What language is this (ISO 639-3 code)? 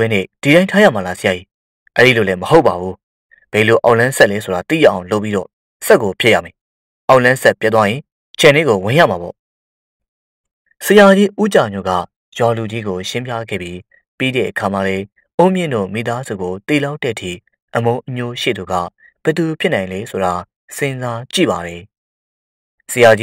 mya